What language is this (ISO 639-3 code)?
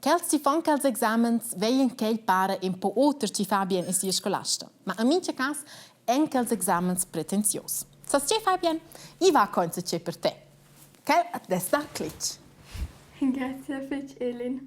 roh